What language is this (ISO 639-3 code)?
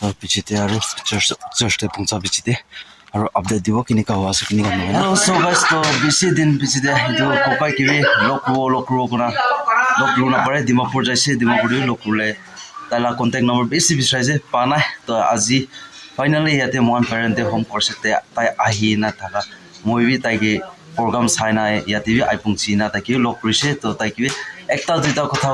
nag